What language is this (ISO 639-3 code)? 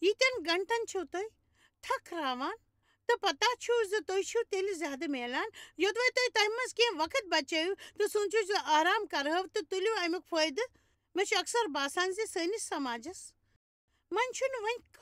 kas